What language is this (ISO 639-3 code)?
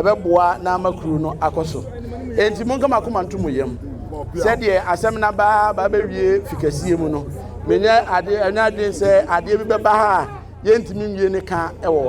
aka